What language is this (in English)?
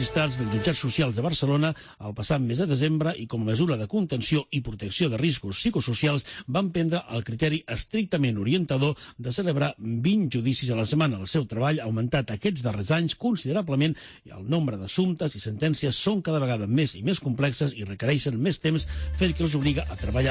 Catalan